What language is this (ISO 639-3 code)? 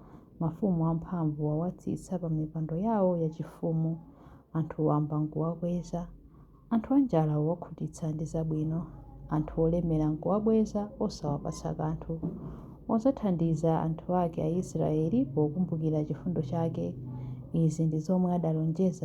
nya